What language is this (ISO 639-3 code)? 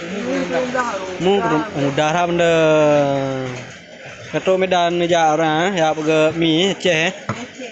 ace